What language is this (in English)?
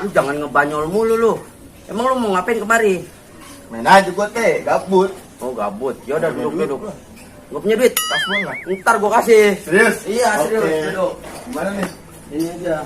Betawi